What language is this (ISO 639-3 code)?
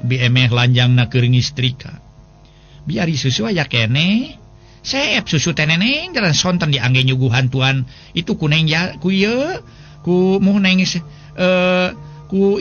sun